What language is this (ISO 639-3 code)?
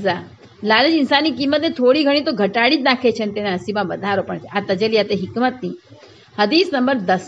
guj